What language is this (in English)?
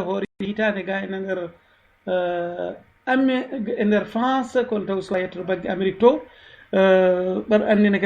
Fula